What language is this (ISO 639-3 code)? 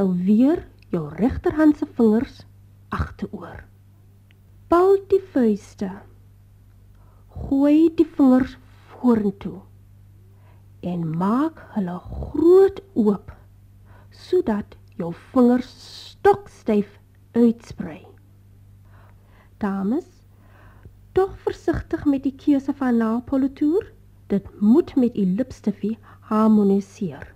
afr